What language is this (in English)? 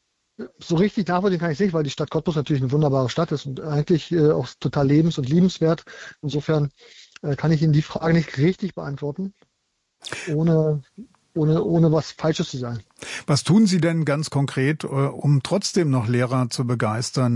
German